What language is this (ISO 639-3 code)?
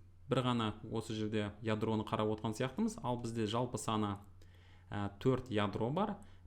kaz